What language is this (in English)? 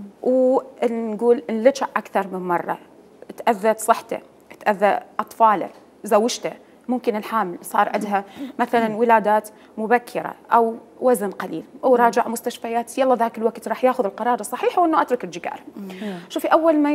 Mesopotamian Arabic